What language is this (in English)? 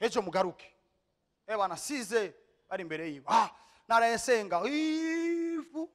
Rundi